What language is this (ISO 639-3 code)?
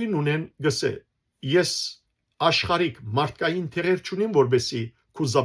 hyw